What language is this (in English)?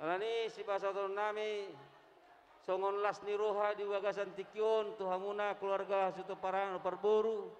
Batak Toba